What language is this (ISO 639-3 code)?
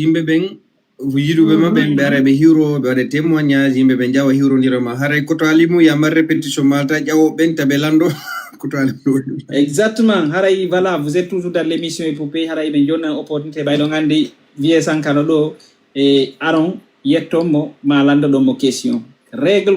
ful